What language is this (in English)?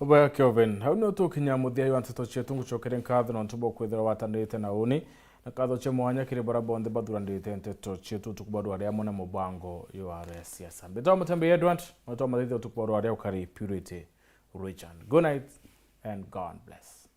Meru